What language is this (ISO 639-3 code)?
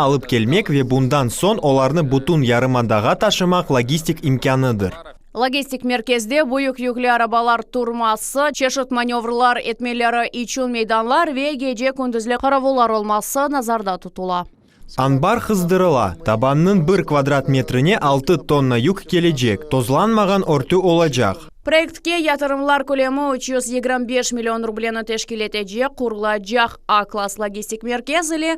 crh